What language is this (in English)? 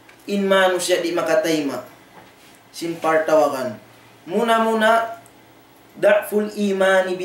Tausug